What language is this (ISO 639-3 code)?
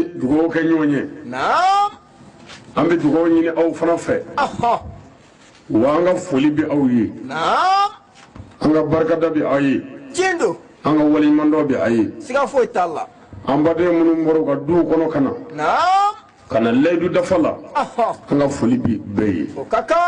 bam